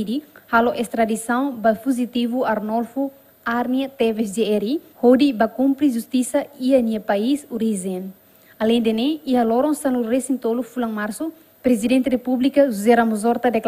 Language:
Tetum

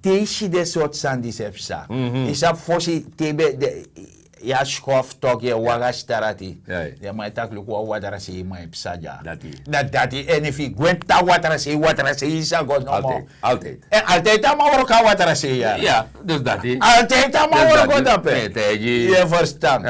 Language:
Sranan Tongo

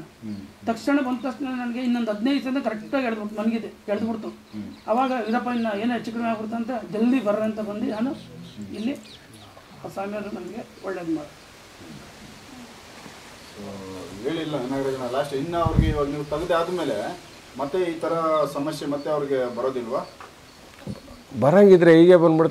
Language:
Kannada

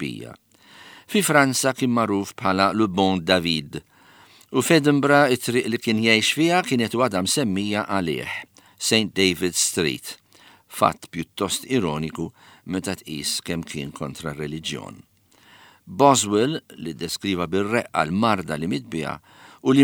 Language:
Maltese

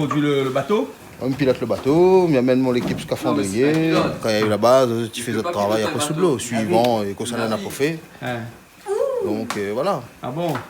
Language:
Réunion Creole French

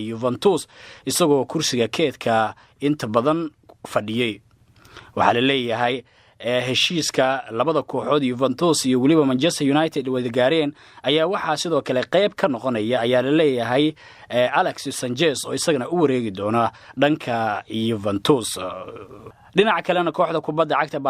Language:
Somali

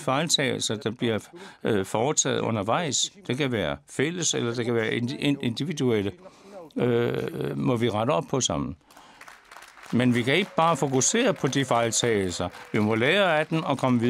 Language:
Danish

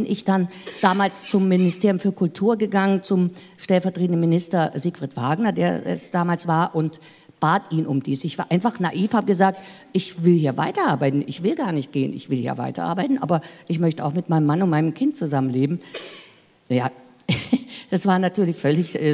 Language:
German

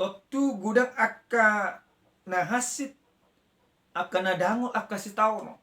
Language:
Batak Toba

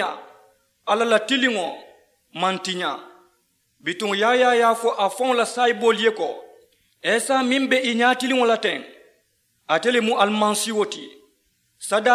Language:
Mandingo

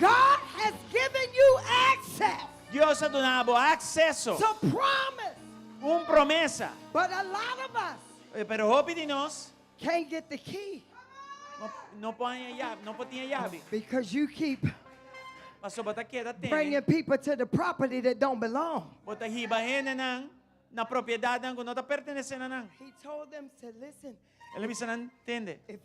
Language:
Papiamento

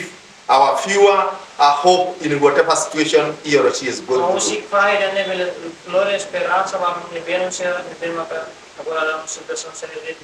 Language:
Tetum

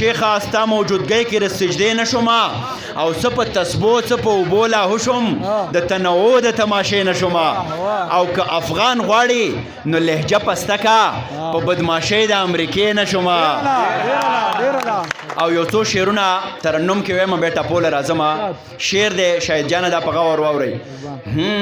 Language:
Pashto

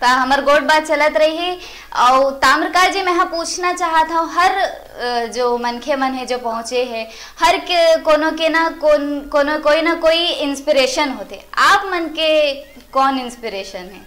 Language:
Chhattisgarhi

